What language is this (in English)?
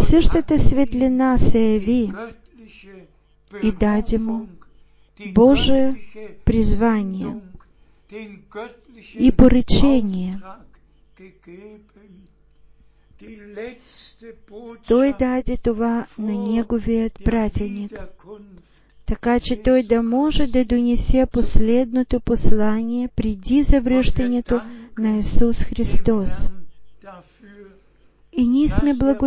Bulgarian